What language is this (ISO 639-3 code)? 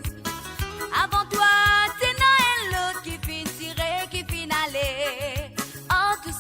mfe